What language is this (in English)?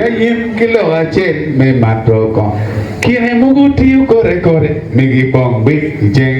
Acoli